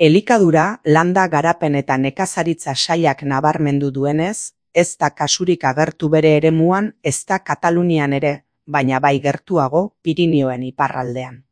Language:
Basque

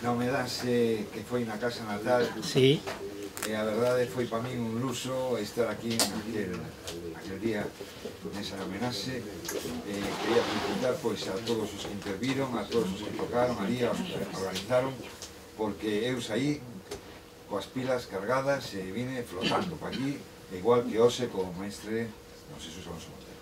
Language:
Galician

